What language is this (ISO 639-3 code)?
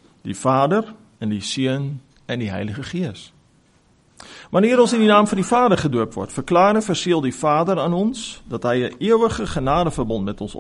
afr